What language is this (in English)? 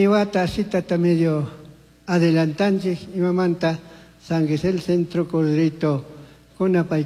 Chimborazo Highland Quichua